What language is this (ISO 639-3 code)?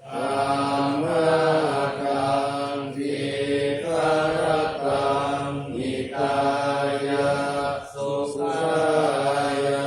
pli